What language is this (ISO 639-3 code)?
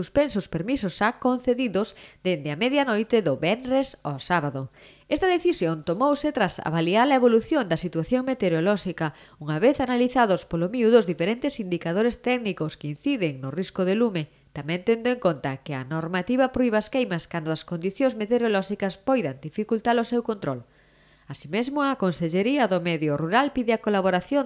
glg